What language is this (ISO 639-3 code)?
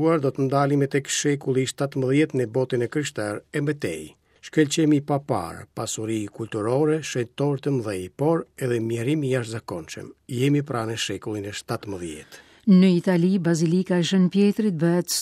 sqi